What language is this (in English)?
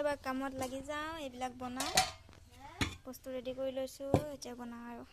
Assamese